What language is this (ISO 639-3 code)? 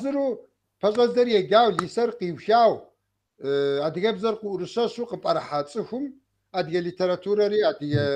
kbd